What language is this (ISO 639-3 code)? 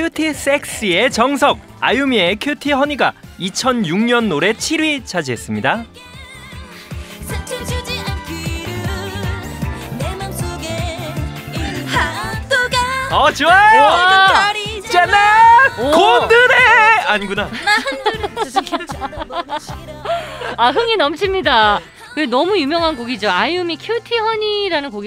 kor